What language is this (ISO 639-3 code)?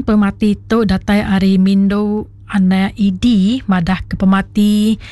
iba